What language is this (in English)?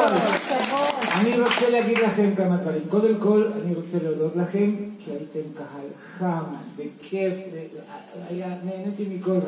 Hebrew